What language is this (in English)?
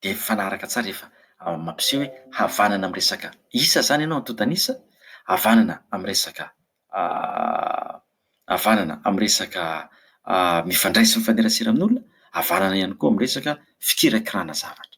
Malagasy